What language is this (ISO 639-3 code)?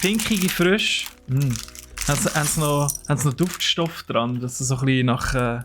gsw